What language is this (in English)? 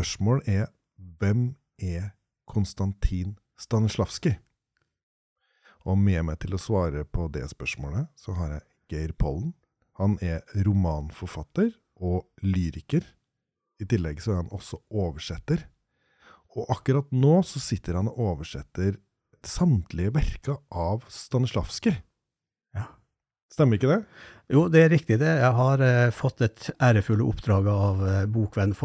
Norwegian